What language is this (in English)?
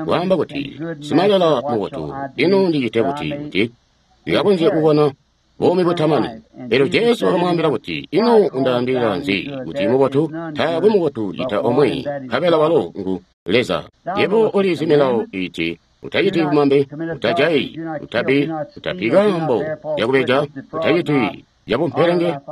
Tonga (Zambia)